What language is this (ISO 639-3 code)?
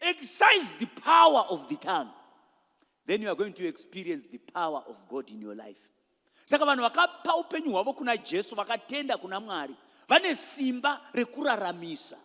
sna